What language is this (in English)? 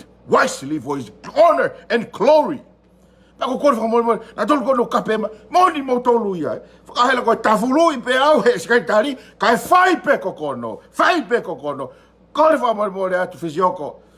Tongan